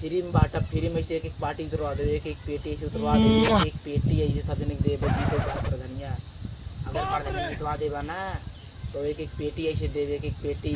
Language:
Awadhi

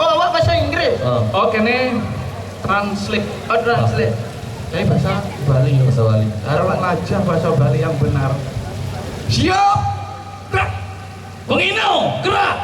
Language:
Balinese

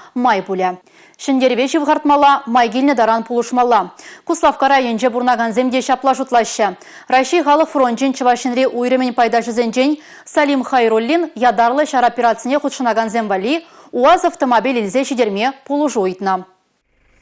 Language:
Chuvash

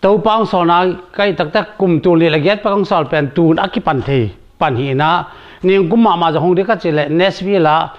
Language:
Tedim Chin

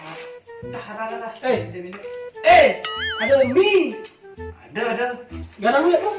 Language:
Balinese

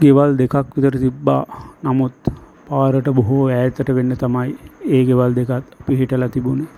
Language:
Sinhala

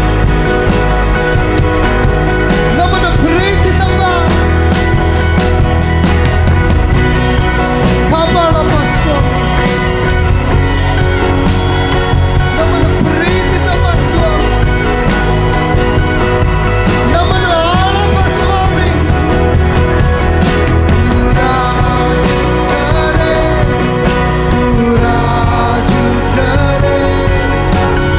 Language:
Kannada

